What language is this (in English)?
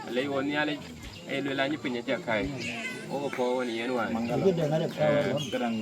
Dinka